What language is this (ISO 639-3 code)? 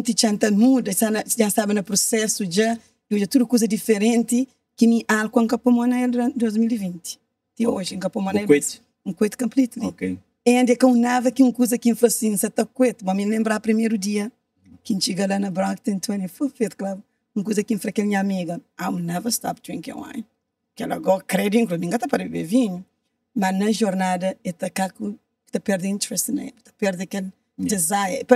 kea